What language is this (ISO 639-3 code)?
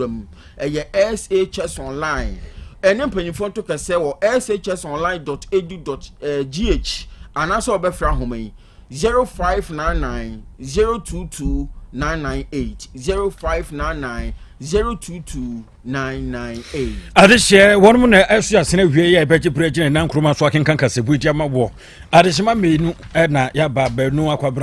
aka